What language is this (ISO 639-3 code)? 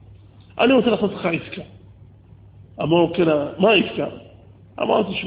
heb